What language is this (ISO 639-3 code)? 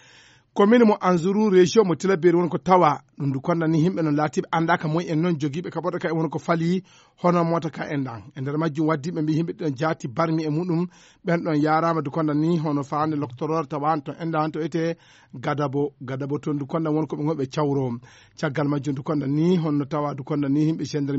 ful